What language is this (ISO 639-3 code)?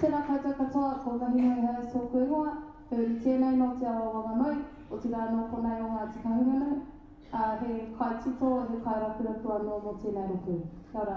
mri